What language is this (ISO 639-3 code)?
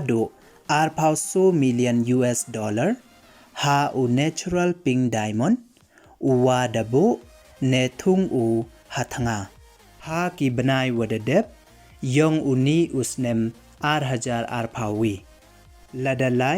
pbv